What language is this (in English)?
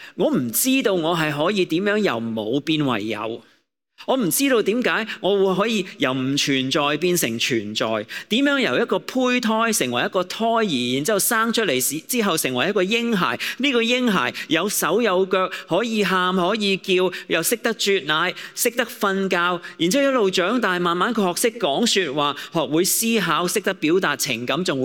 Cantonese